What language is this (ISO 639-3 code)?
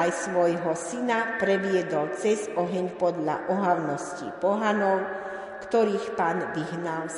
slk